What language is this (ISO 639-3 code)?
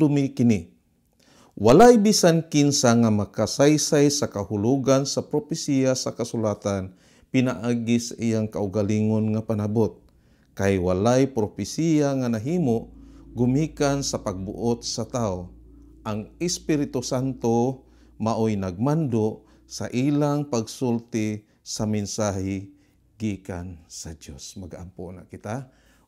ceb